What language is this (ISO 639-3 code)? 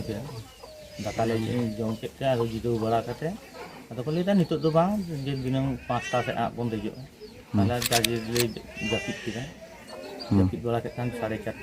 sat